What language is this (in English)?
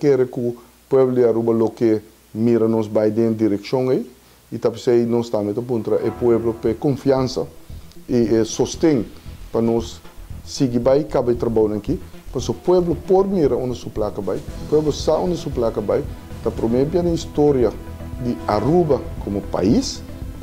Papiamento